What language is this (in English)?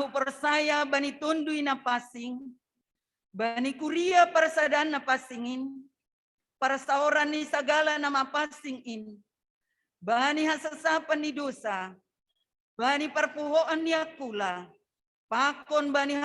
Batak Simalungun